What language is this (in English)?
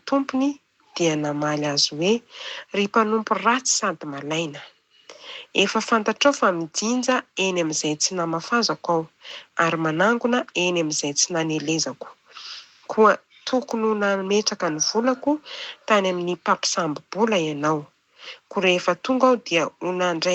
Malagasy